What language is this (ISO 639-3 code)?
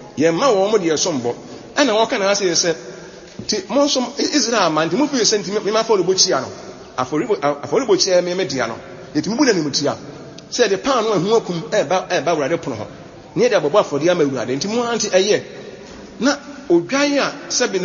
aka